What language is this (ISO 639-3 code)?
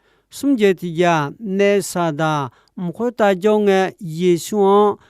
ahk